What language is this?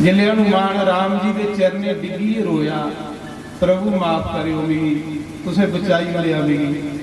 Dogri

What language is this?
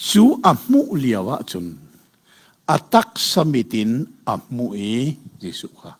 Hakha Chin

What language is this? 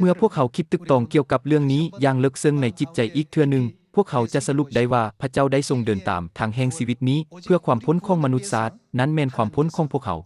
Lao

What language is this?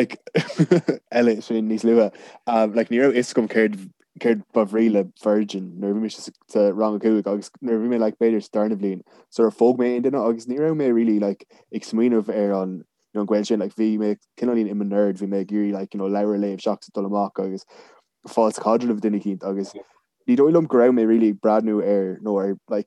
Irish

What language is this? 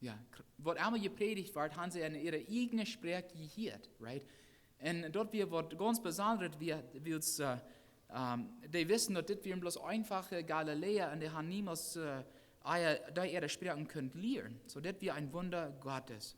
Plautdietsch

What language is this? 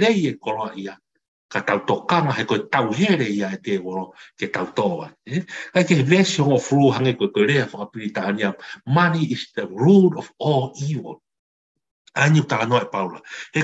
Tongan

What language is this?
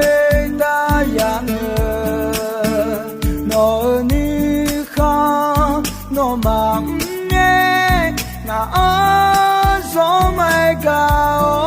Akha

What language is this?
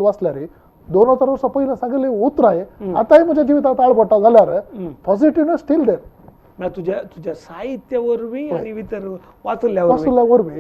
Konkani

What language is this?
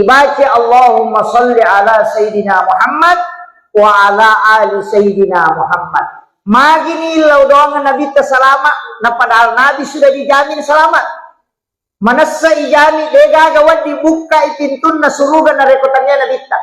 Buginese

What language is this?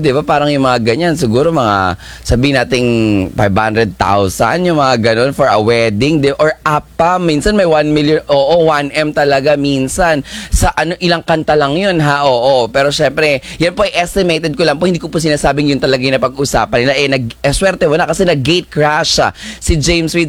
Filipino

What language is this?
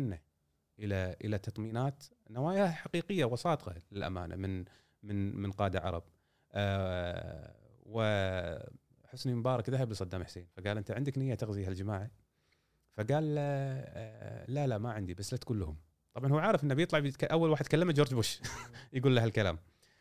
Gulf Arabic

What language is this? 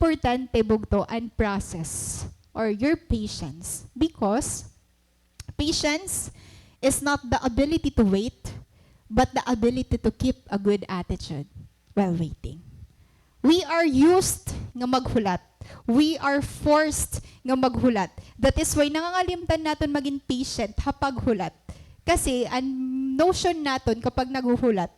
Waray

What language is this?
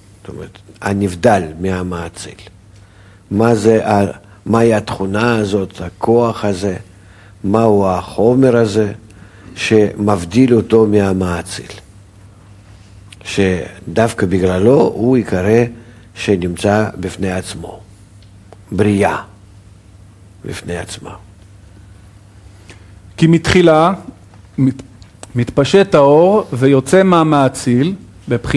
Hebrew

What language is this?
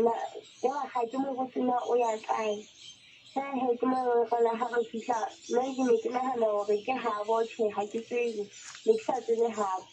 Southern Sotho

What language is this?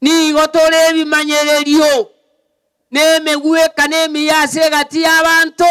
Gusii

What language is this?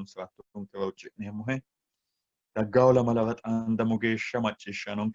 Sidamo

